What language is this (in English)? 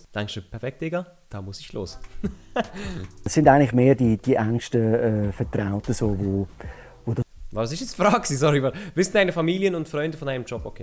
Swiss German